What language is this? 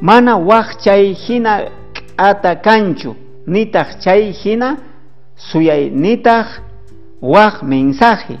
South Bolivian Quechua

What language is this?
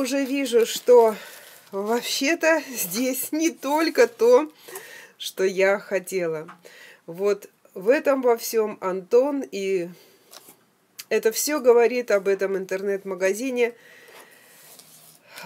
Russian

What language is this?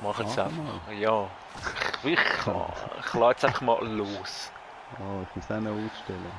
Swiss German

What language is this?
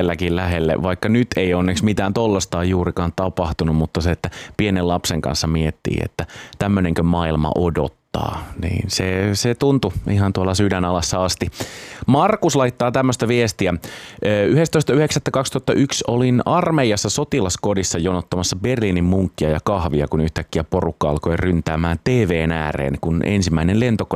Finnish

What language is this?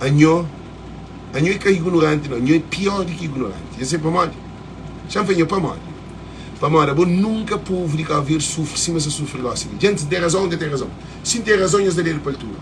Kabuverdianu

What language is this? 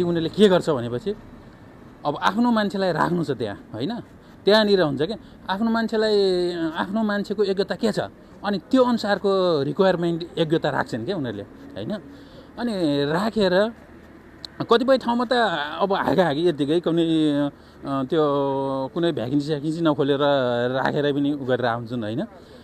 Nepali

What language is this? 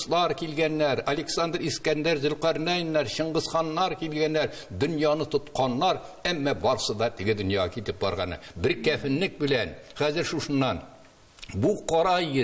Tatar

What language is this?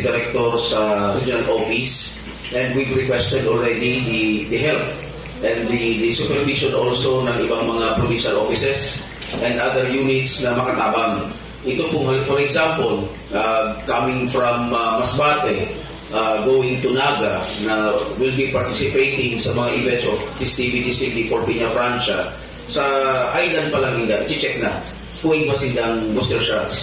Bikol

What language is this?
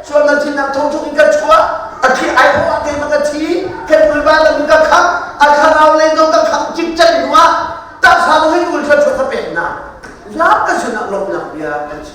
Hakha Chin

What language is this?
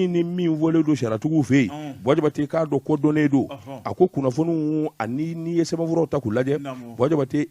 Bambara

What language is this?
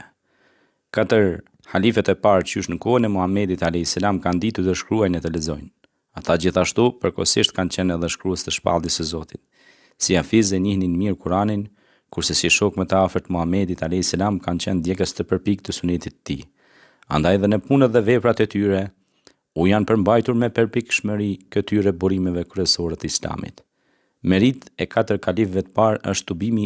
Albanian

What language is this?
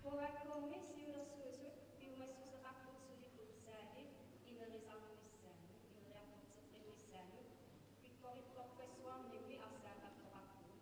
Kalaallisut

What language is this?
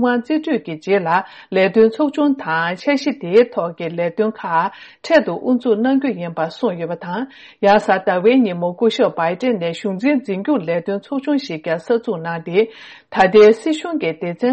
Tibetan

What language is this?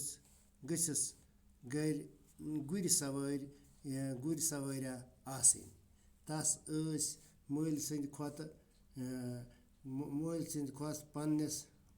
Kashmiri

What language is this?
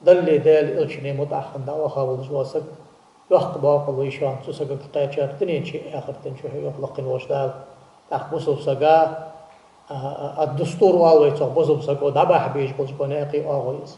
Ingush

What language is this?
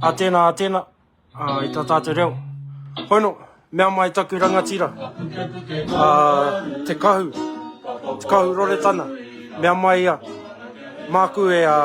Māori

